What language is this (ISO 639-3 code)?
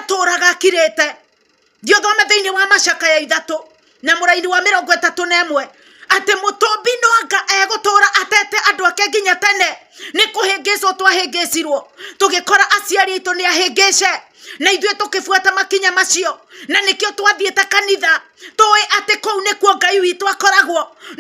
kik